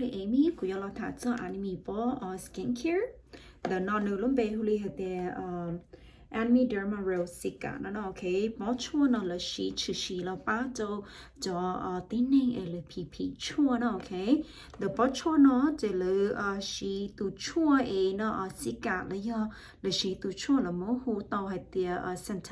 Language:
Hmong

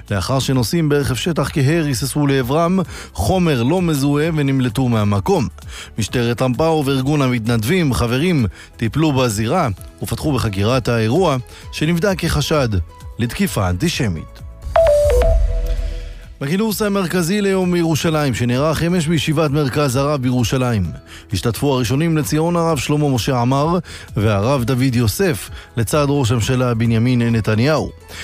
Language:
Hebrew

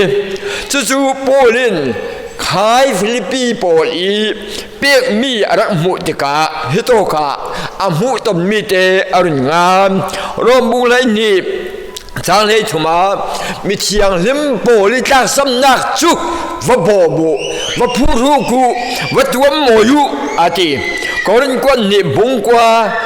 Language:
Falam Chin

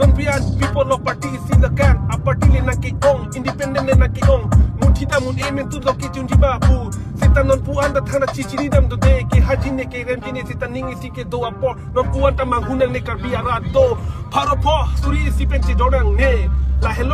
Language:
Karbi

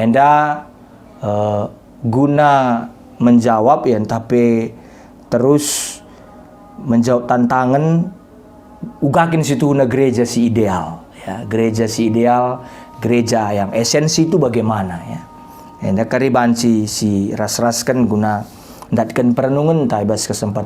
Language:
Batak Karo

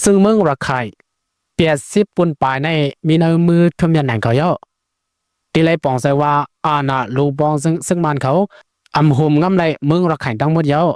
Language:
Shan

